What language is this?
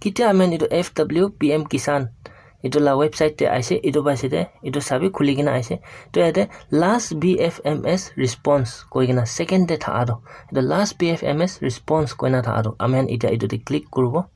Naga Pidgin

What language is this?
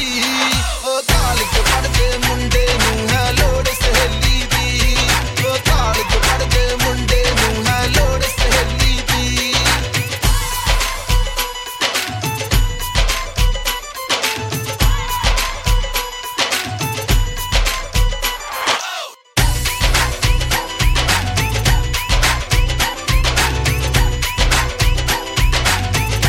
Punjabi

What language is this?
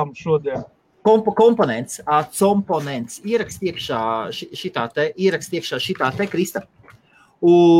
Latvian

